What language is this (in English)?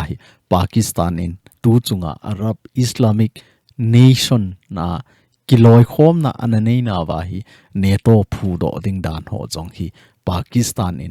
Thado Chin